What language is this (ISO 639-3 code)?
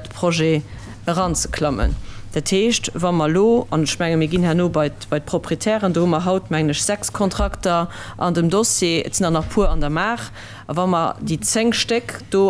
ltz